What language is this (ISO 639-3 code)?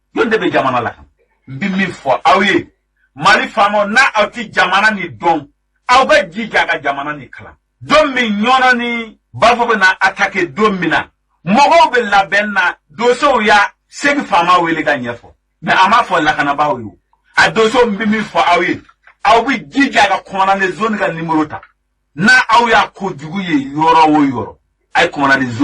bam